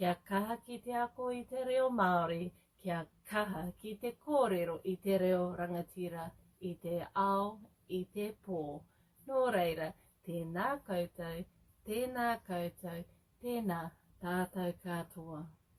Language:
Māori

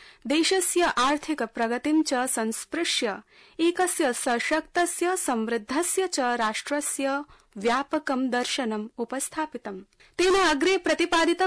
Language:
Sanskrit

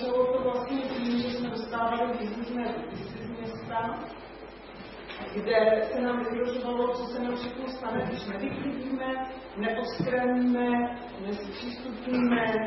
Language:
Czech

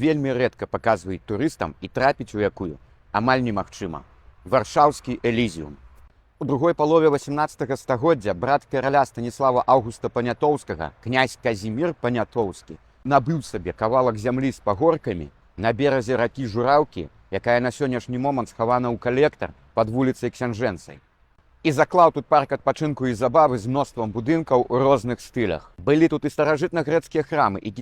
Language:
Belarusian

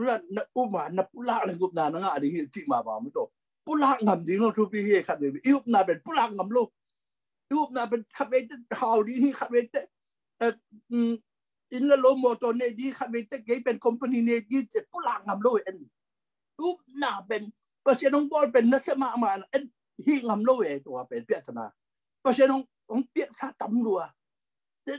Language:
Tedim Chin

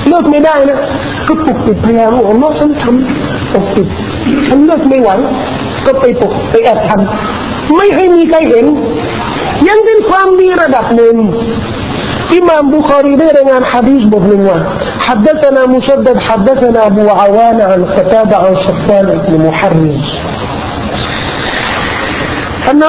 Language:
Thai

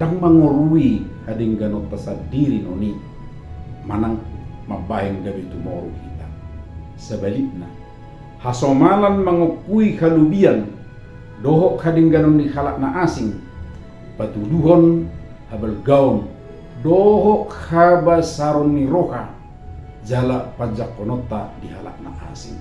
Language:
Batak Toba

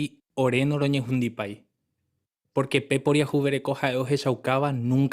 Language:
Guarani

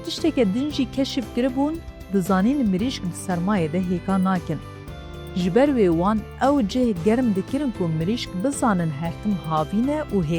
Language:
Kurdish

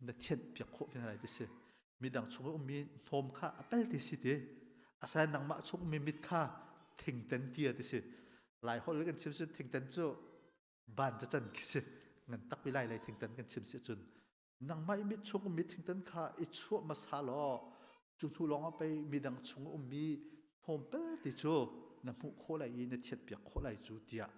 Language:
Hakha Chin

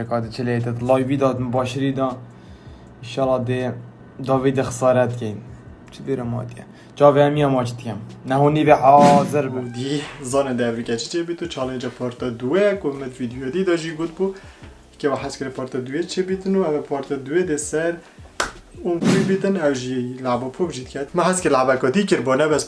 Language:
Kurdish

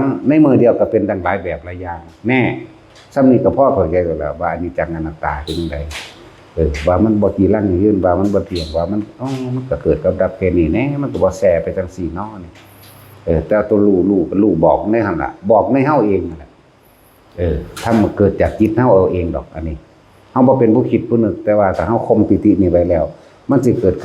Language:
Northeastern Thai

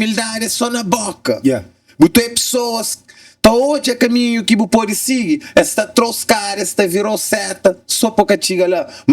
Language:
Kabuverdianu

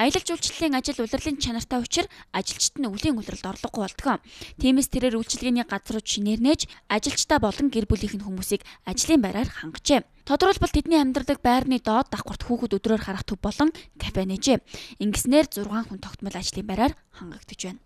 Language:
Mongolian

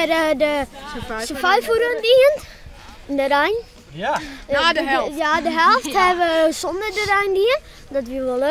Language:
Western Frisian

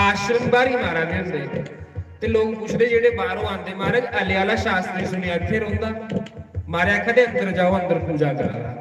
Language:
Dogri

